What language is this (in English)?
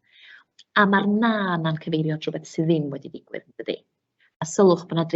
Welsh